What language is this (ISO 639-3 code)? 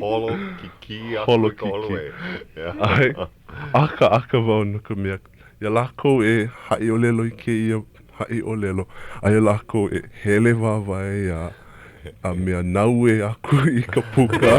haw